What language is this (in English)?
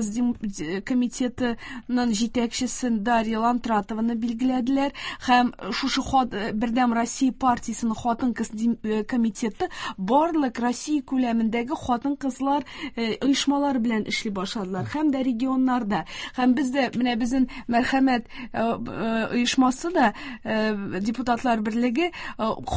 Tatar